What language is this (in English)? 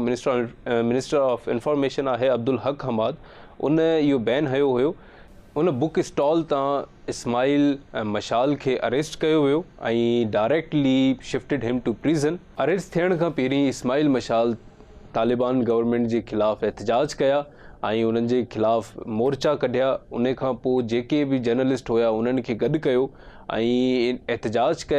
Sindhi